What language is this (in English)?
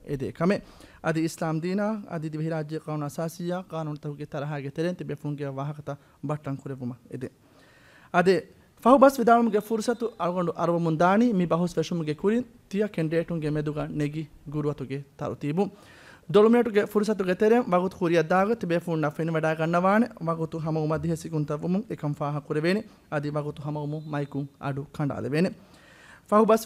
Divehi